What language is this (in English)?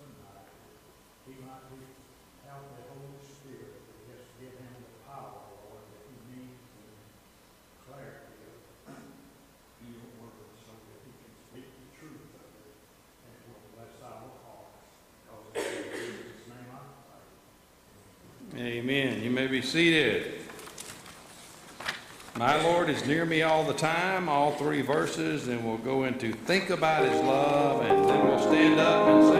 English